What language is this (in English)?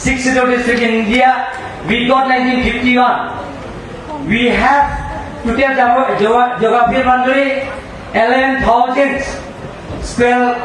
Karbi